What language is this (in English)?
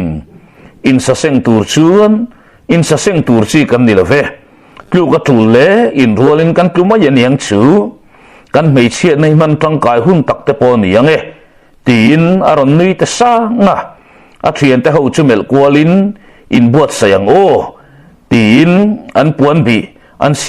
Mizo